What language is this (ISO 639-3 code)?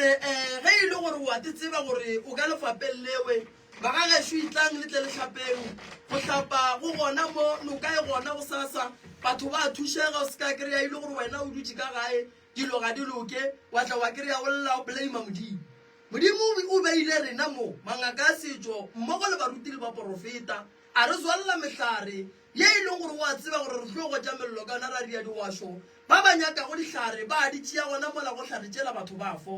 nso